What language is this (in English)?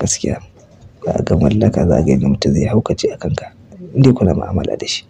Hausa